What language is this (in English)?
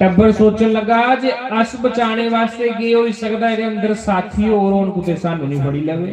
Dogri